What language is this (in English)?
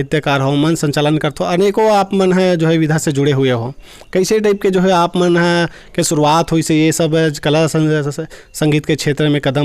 Chhattisgarhi